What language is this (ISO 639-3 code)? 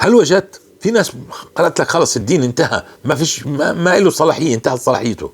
apc